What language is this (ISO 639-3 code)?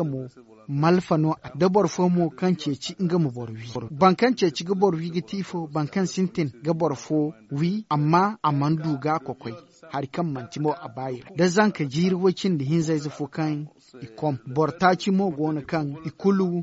dje